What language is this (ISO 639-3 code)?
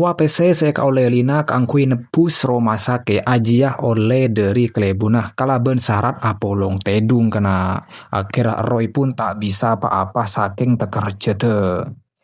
mad